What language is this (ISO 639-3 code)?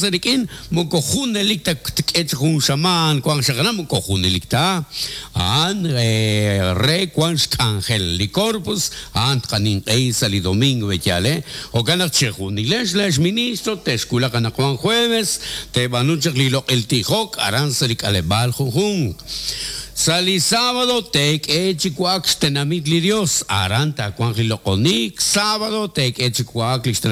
kek